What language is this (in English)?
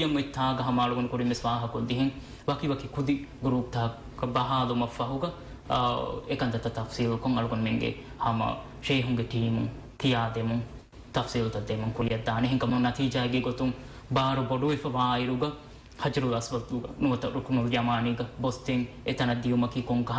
Divehi